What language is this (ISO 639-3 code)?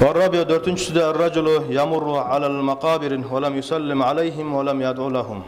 kum